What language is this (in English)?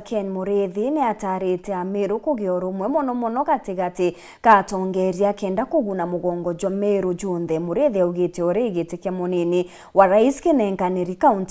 Meru